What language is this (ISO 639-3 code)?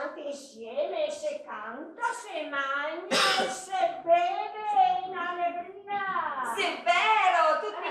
vec